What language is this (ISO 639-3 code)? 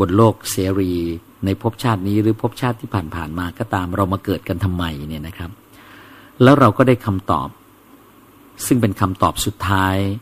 tha